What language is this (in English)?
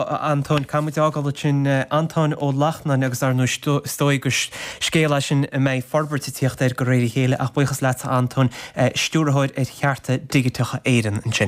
Irish